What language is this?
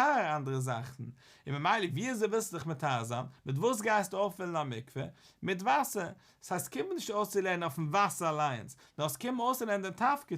Yiddish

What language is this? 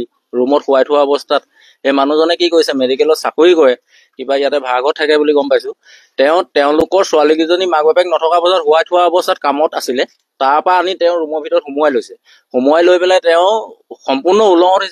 Assamese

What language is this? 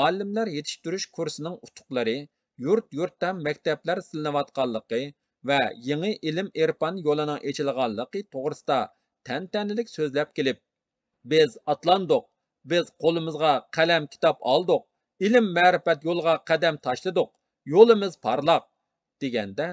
Uyghur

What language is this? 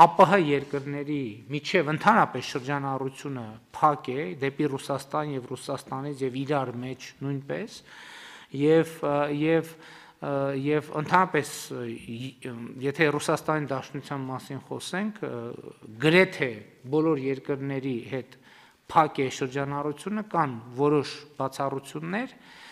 Armenian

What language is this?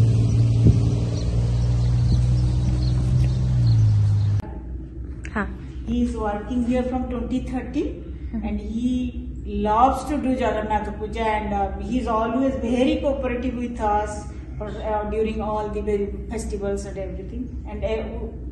Odia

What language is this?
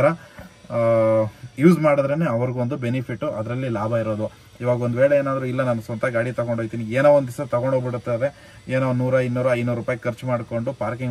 Kannada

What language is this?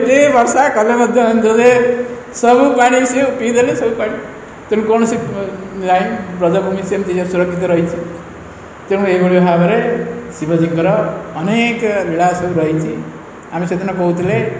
Odia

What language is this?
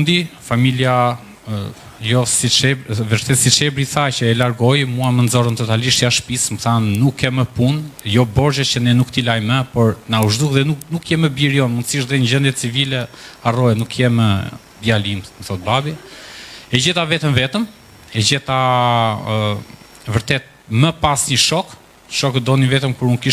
Albanian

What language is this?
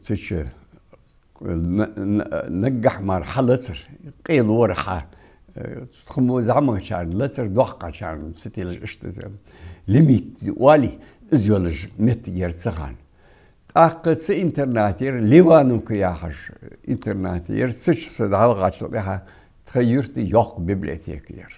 Ingush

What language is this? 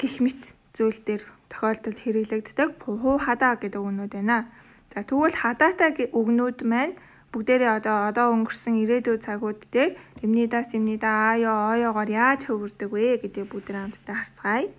Mongolian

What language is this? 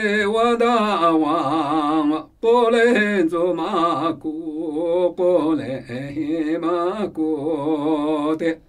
Namuyi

